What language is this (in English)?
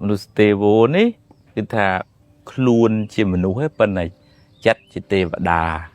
Khmer